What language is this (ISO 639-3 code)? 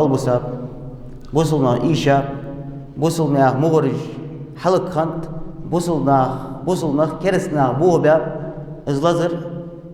inh